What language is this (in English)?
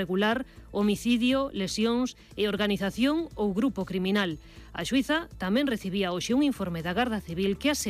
Galician